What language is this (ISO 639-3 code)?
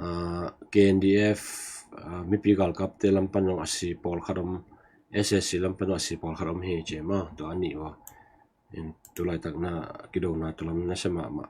ctd